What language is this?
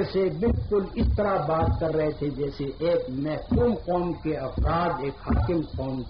Urdu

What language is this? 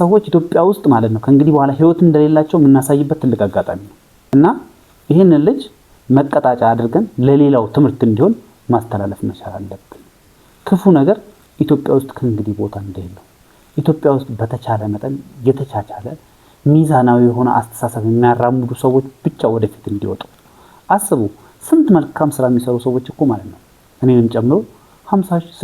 Amharic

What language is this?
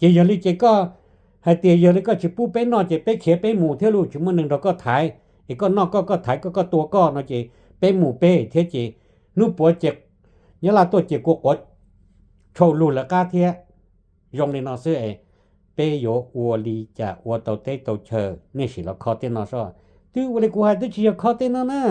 Hmong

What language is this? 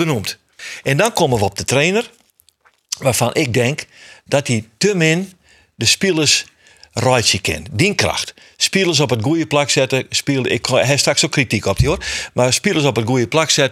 Western Frisian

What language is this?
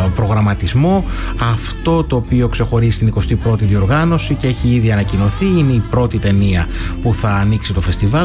Greek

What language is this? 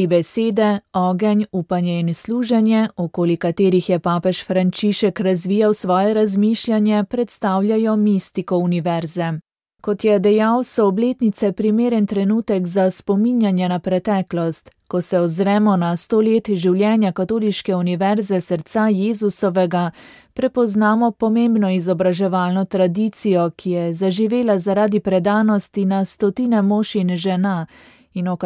Slovenian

